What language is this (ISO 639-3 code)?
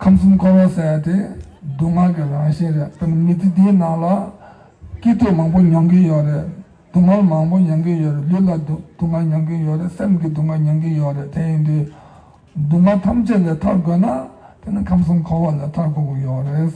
bod